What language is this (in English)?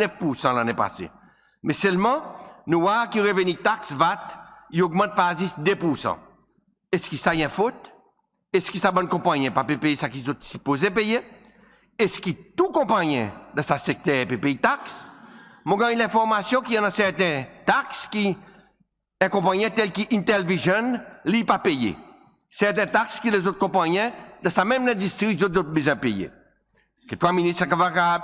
Seselwa Creole French